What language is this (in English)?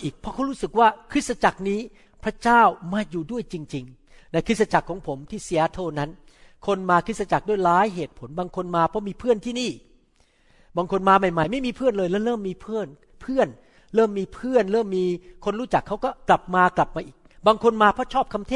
Thai